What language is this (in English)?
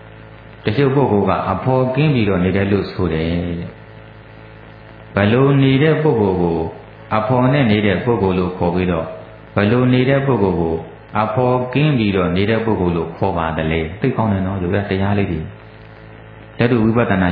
Burmese